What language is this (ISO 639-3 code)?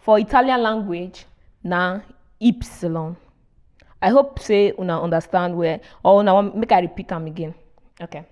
pcm